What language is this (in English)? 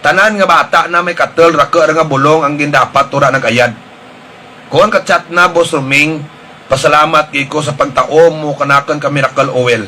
Hiligaynon